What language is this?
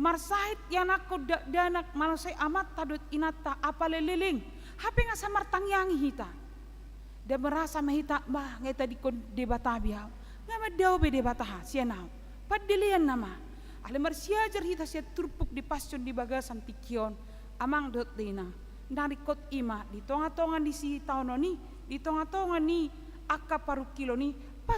Batak Toba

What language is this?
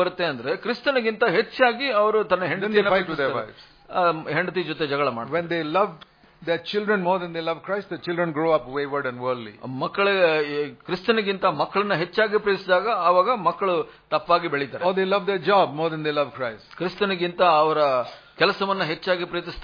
Kannada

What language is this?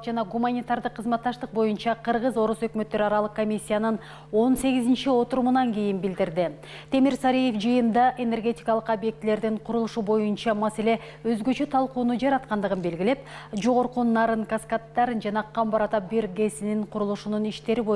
Kyrgyz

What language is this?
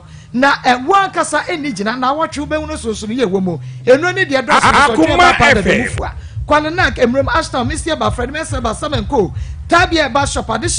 Akan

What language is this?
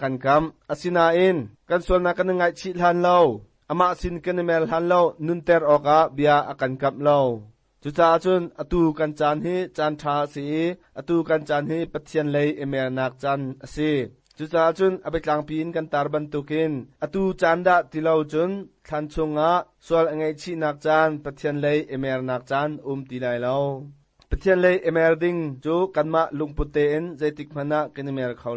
Hakha Chin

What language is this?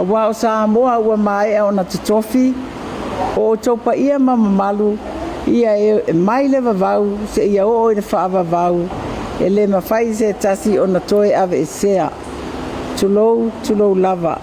Samoan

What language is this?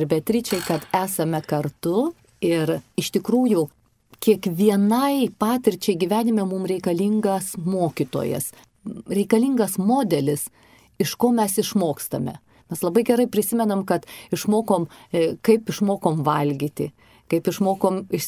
Lithuanian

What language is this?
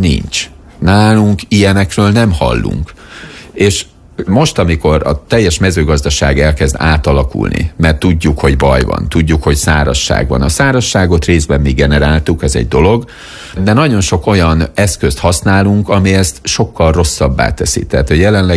Hungarian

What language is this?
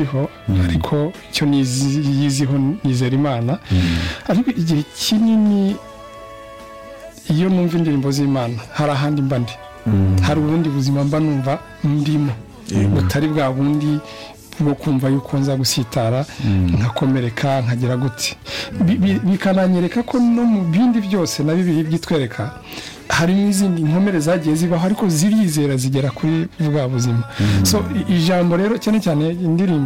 Kinyarwanda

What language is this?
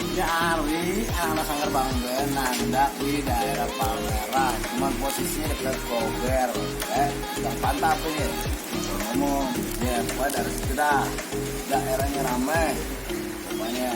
Betawi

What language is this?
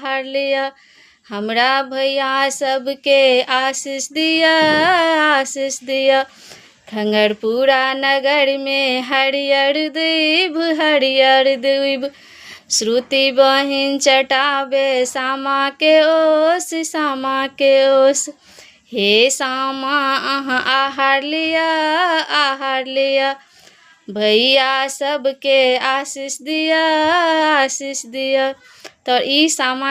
Maithili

